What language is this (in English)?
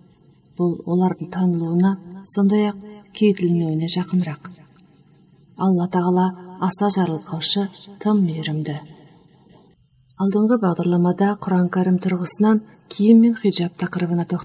Kazakh